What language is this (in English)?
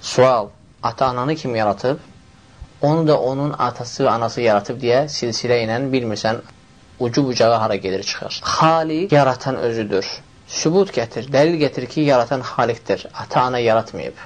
Azerbaijani